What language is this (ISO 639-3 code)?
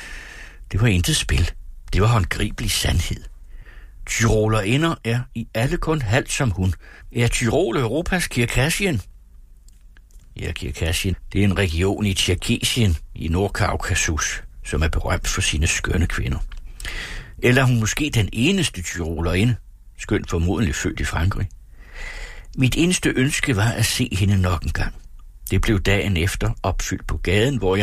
dan